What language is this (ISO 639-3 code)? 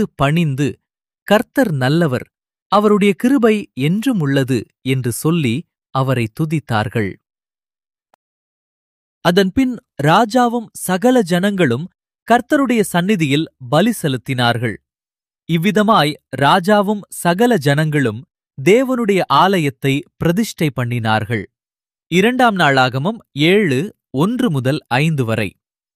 tam